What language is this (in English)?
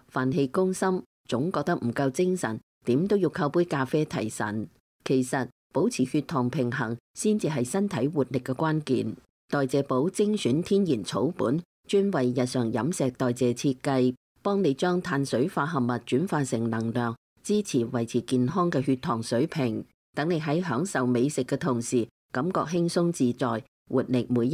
Cantonese